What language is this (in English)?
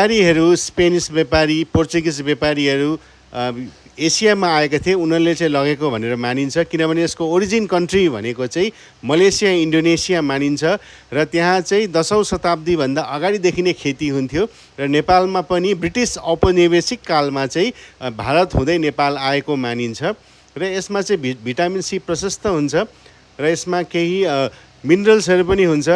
Nepali